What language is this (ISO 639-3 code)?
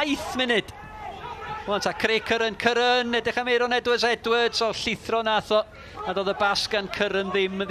cym